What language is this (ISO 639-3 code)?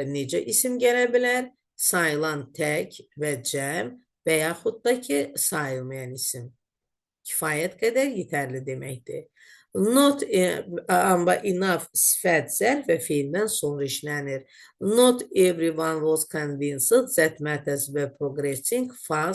aze